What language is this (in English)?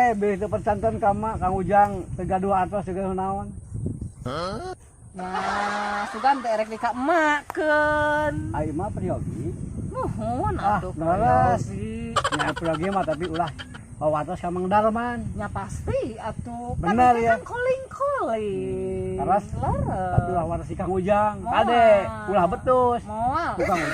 Sundanese